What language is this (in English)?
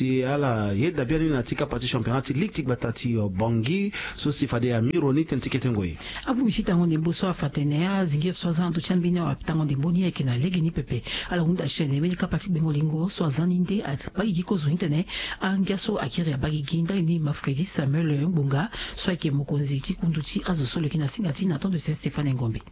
Sango